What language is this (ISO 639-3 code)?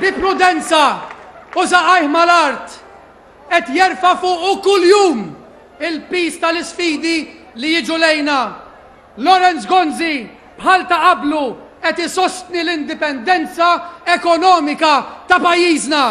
mlt